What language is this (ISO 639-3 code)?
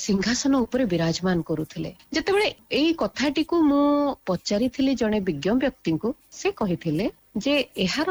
ori